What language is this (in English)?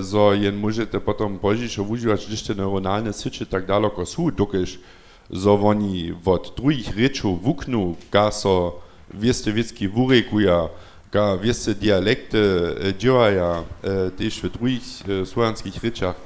Upper Sorbian